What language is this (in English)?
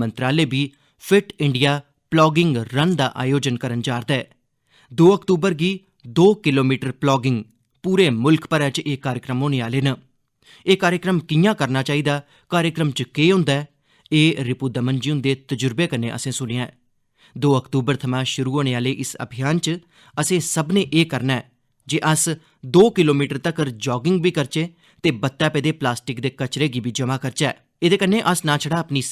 Dogri